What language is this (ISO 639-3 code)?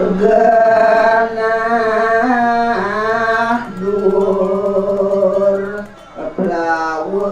ban